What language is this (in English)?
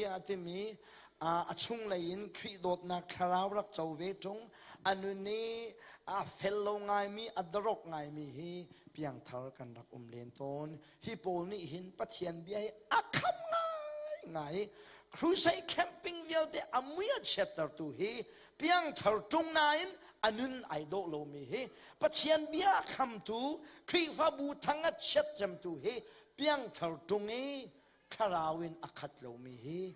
Hakha Chin